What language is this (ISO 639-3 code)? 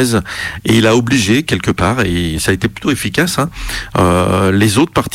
fra